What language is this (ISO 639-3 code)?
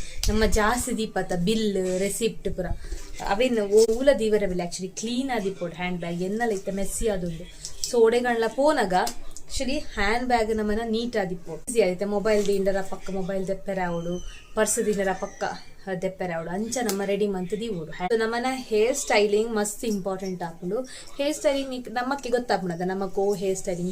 tcy